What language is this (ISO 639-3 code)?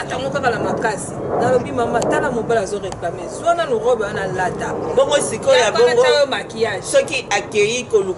lin